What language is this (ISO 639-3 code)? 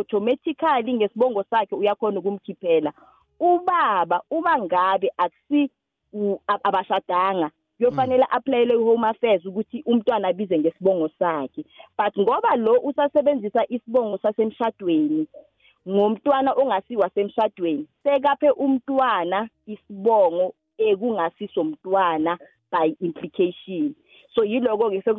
nbl